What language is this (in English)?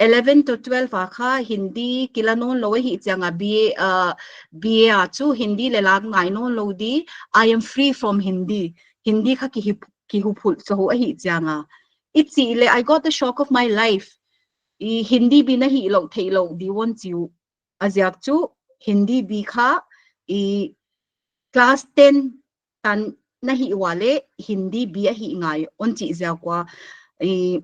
Paite Chin